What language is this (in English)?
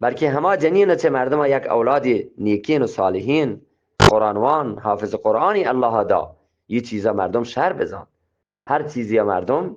Eastern Balochi